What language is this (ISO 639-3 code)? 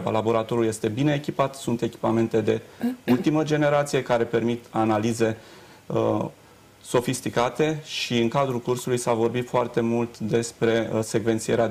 ron